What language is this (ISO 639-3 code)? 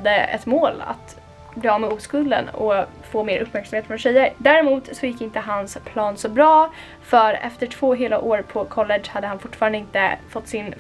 swe